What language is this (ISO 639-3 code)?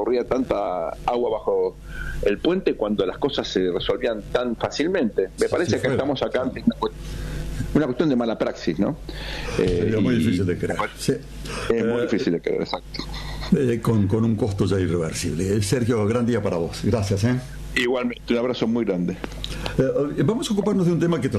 spa